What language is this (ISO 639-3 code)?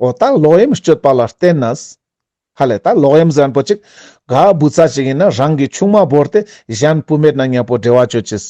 lbj